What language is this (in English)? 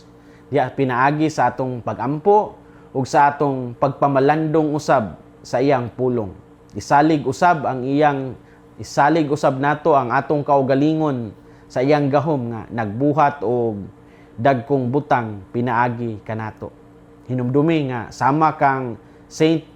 Cebuano